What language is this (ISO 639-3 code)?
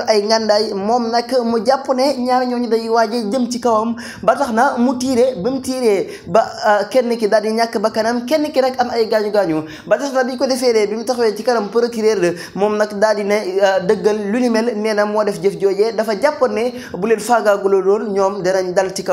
wol